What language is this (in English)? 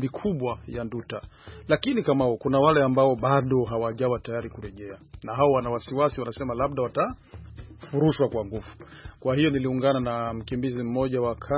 Swahili